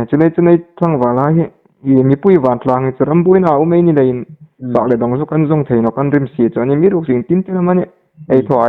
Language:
Hmar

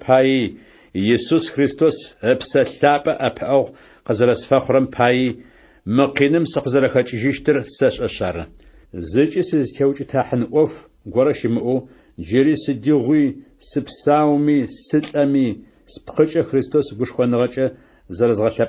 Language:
Adyghe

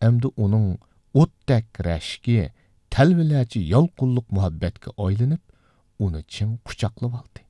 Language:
Uyghur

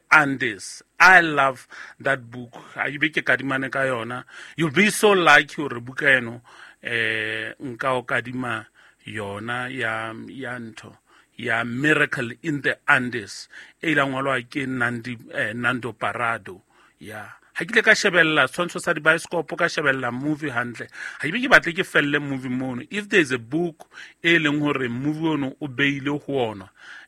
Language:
Southern Sotho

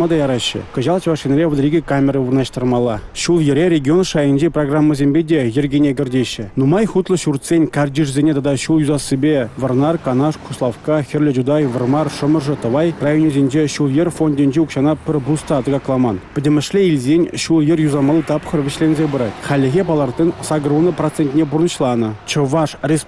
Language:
Chuvash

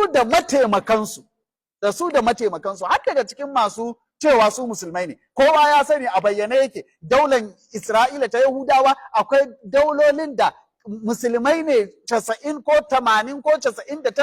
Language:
Hausa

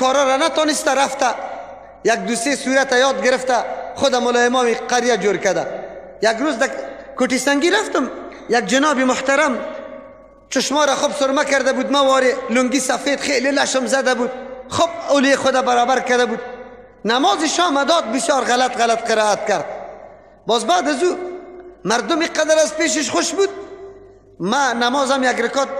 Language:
Persian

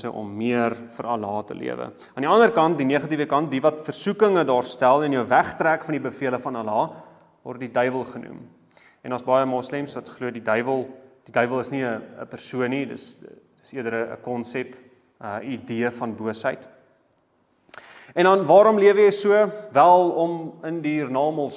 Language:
Afrikaans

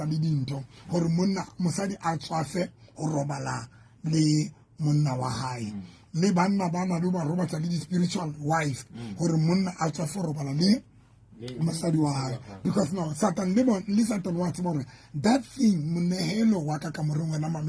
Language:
Southern Sotho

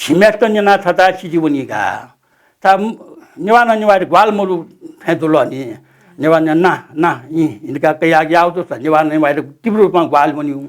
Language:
Newari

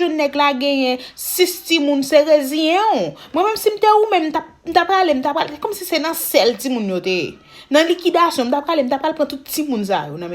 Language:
Haitian Creole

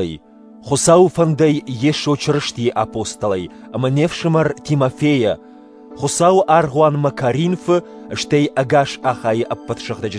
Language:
Ossetic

